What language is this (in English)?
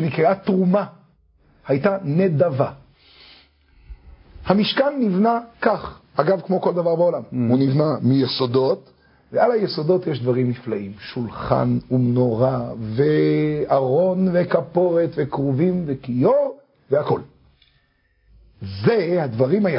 Hebrew